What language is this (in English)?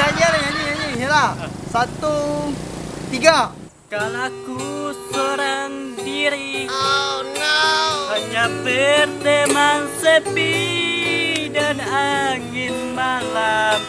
Minangkabau